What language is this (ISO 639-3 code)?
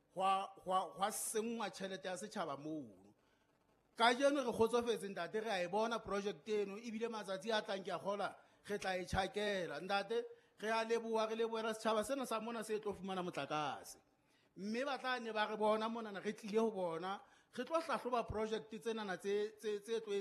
sot